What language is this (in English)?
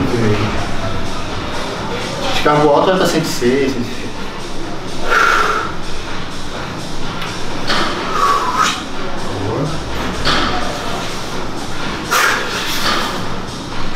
Portuguese